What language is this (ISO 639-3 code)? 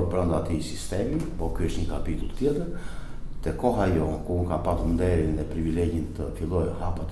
sqi